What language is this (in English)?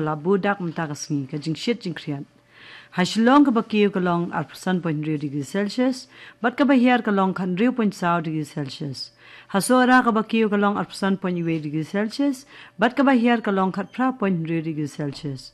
Khasi